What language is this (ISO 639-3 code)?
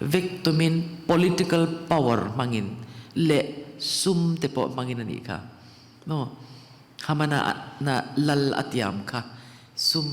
lus